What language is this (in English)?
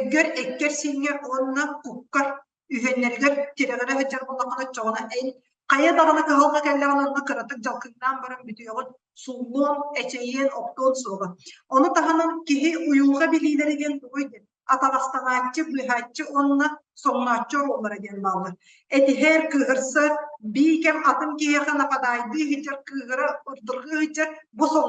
Yakut